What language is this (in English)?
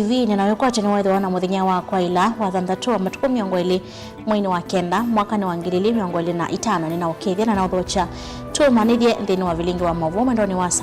Kamba